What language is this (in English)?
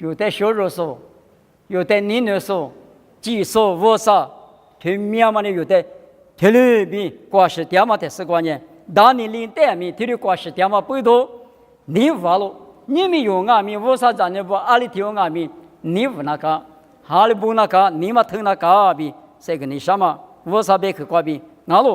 Lisu